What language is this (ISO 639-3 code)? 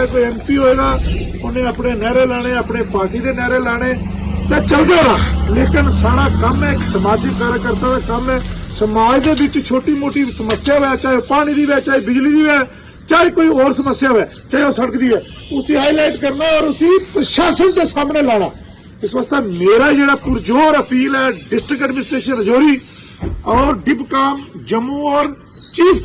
doi